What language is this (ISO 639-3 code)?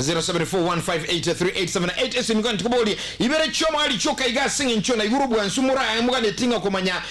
guz